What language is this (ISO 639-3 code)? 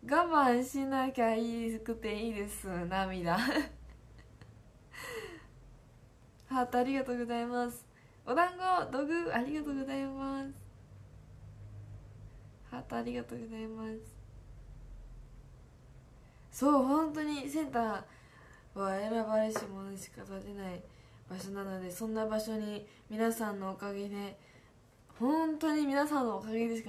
jpn